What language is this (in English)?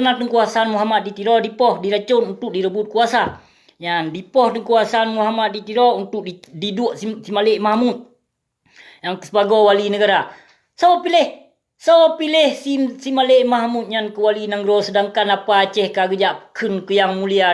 Achinese